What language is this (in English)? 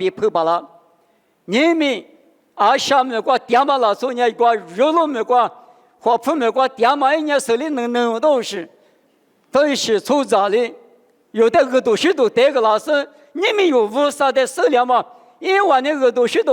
Lisu